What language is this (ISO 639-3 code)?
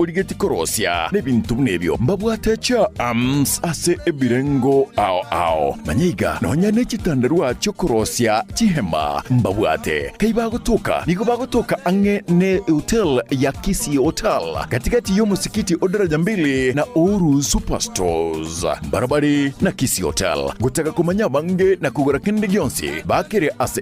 guz